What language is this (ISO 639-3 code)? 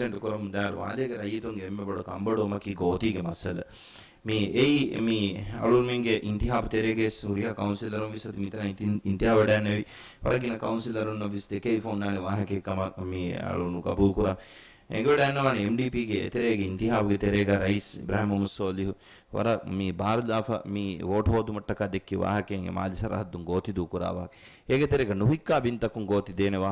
div